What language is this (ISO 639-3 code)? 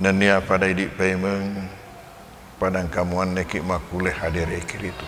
bug